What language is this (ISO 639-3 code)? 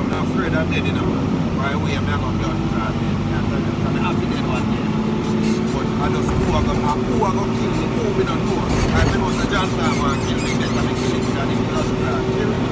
jam